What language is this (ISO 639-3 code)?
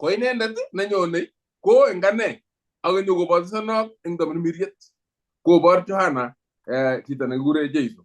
kln